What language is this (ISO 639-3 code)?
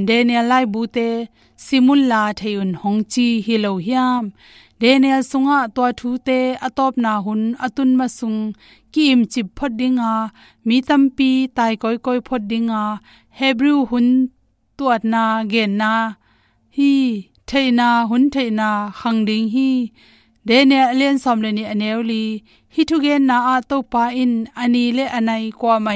ctd